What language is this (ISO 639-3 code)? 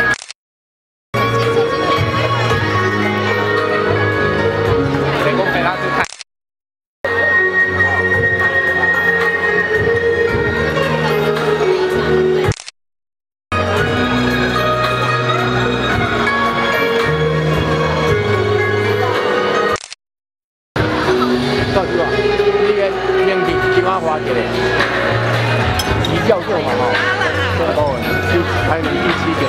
zho